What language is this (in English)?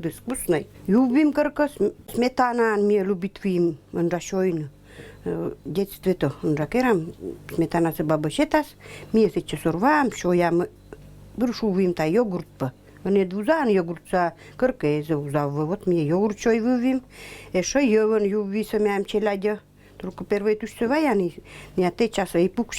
Komi-Permyak